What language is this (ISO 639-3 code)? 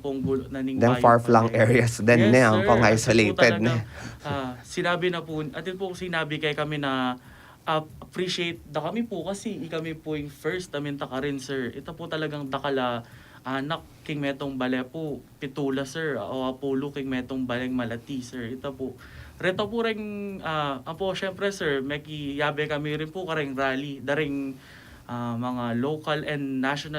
pam